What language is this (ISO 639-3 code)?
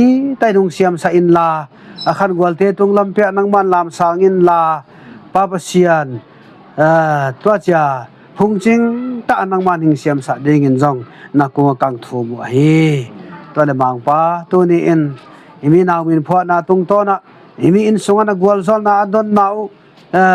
ctd